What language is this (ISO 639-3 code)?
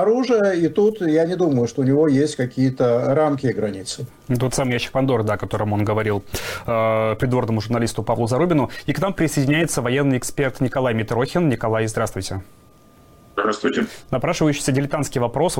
rus